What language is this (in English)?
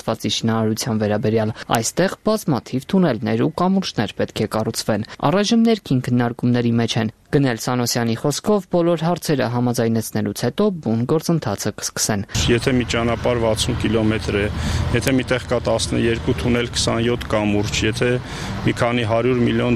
Armenian